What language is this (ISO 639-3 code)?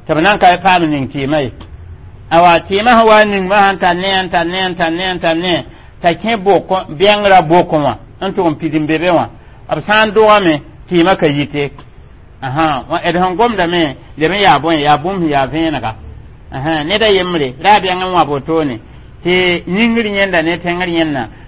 mos